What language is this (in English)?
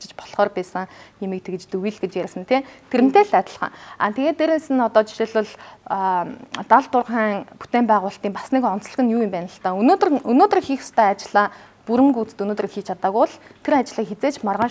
Mongolian